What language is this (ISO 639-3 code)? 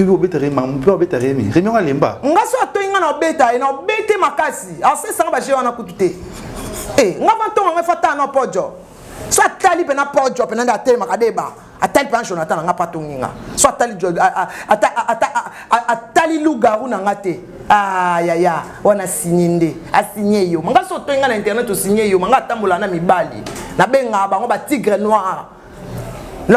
lin